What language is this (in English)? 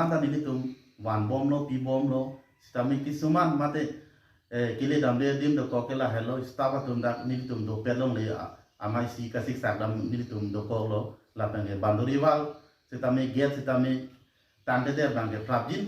Karbi